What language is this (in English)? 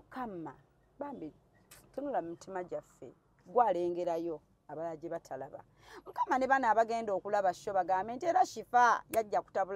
Ganda